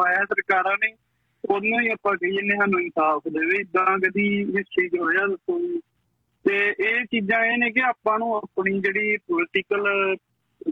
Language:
Punjabi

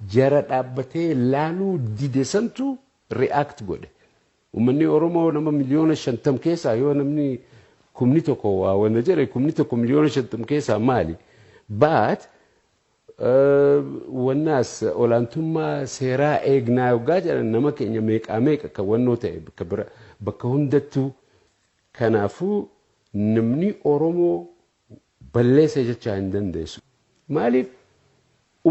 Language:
Oromo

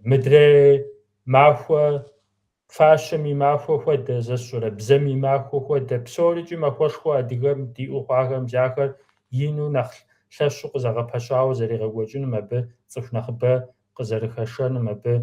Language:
Kabardian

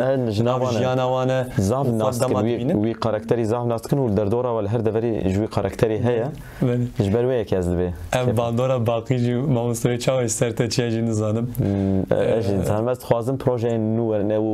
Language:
Kurdish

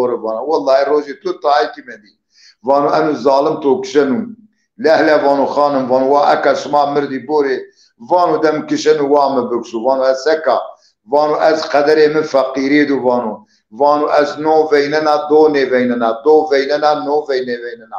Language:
Zaza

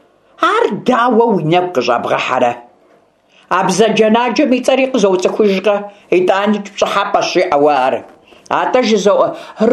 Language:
Kabardian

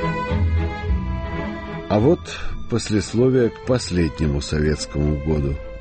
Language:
Russian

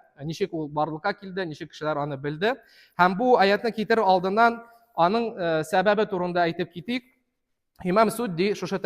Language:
Tatar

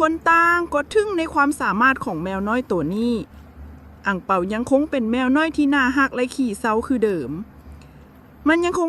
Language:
Lao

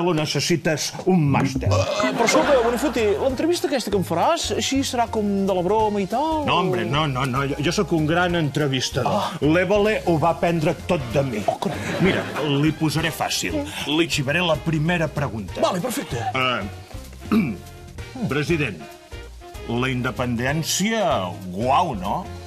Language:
Catalan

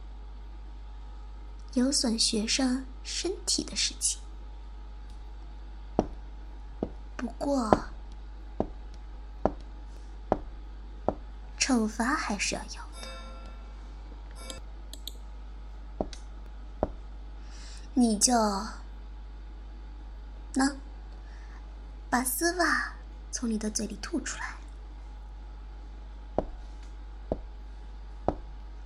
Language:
Chinese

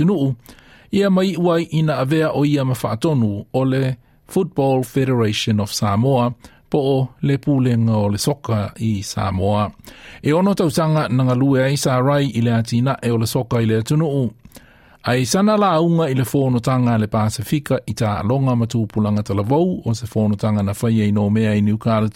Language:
Samoan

